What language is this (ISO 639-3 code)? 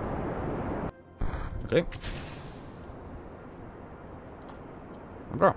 pol